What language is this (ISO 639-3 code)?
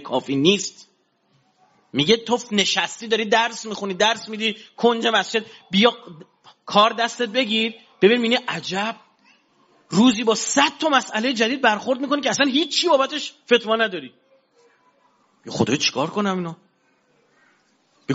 fas